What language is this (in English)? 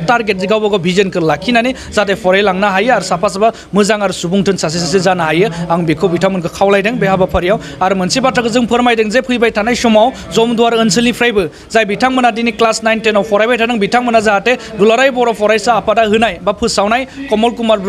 Bodo